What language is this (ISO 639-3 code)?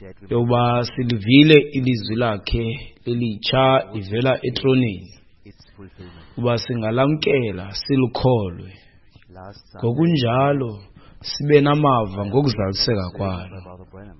xho